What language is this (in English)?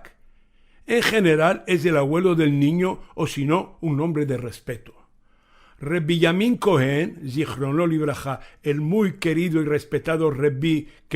Ladino